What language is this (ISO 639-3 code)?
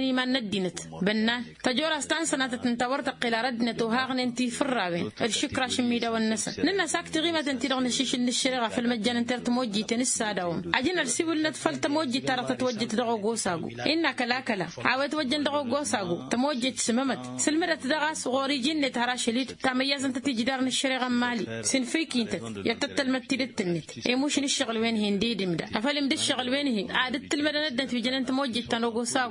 taq